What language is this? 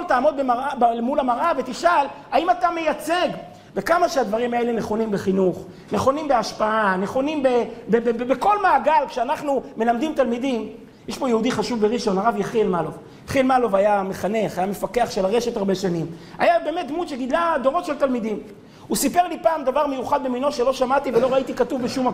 Hebrew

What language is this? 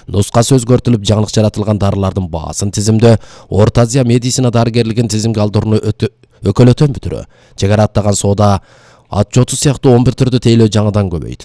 Kyrgyz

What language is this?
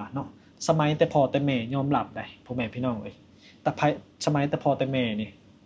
Lao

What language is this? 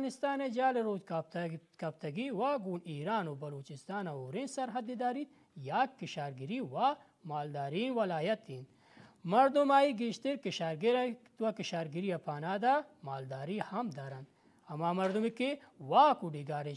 Baluchi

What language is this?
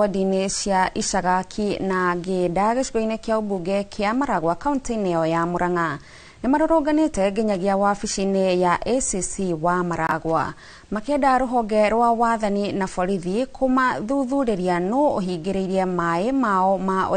Kikuyu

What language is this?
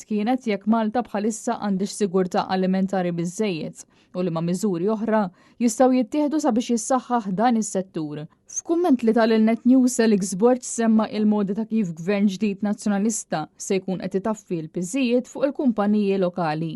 Maltese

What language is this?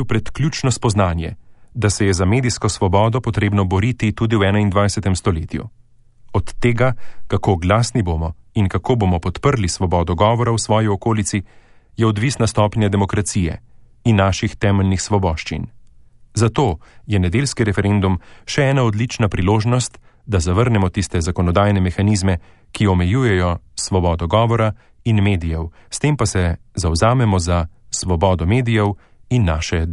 Slovenian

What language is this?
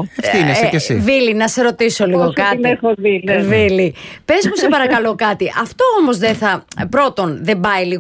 Greek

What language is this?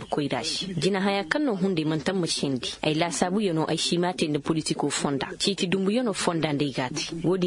Koyraboro Senni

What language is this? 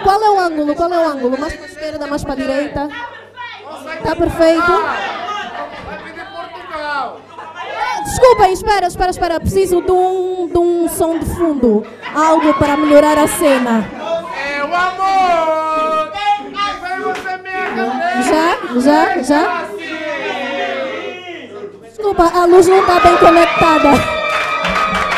Portuguese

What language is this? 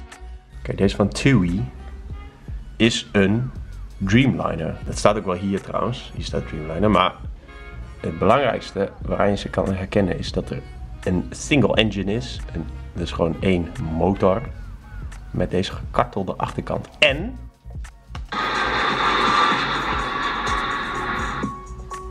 Dutch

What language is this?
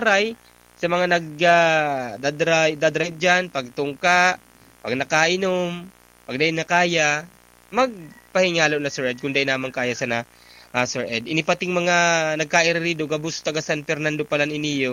Bikol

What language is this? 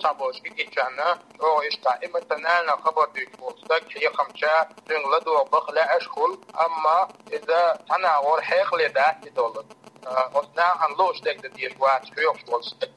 Chechen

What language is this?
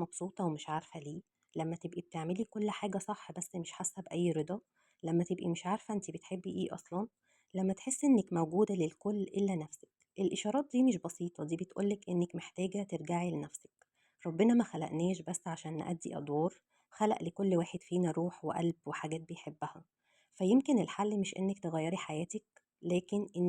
Egyptian Arabic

